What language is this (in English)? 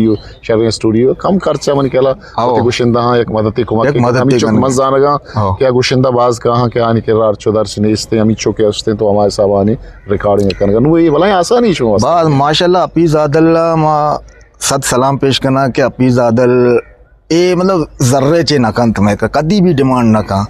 Eastern Balochi